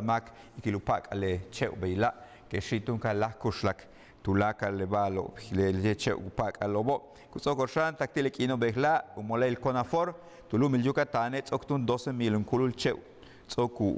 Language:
Yucateco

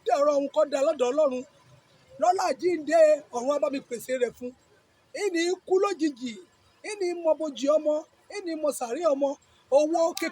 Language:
Yoruba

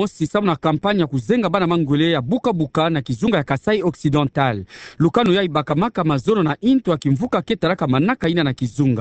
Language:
Kituba (Democratic Republic of Congo)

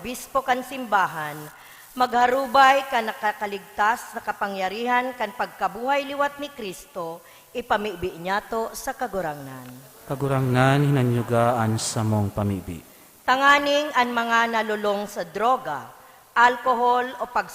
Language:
Bikol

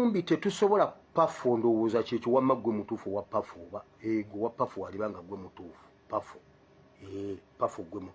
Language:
Ganda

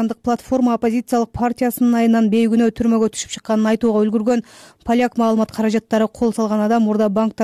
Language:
Kyrgyz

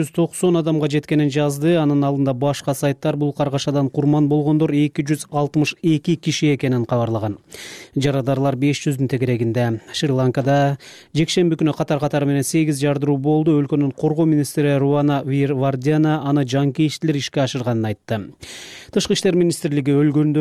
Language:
Kyrgyz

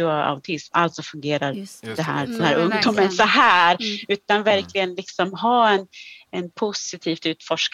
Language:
Swedish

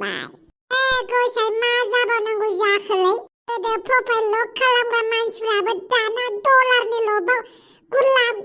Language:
Bodo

